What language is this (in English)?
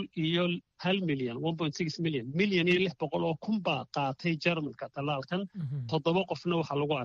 Somali